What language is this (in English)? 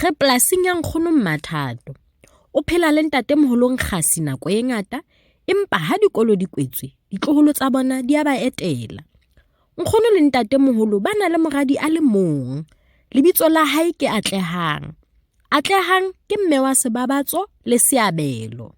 Southern Sotho